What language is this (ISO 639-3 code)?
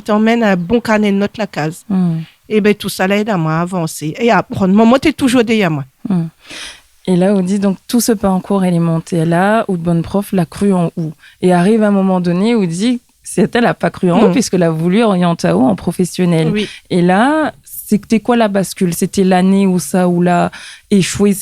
rcf